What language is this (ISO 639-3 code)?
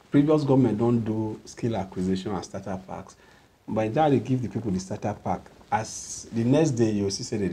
pcm